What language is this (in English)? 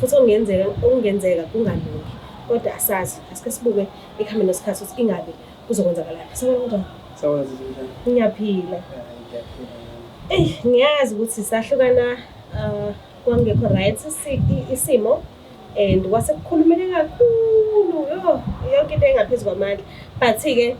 Zulu